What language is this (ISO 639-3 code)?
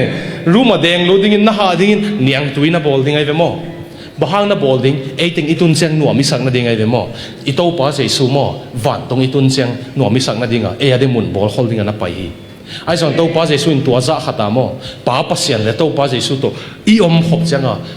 ctd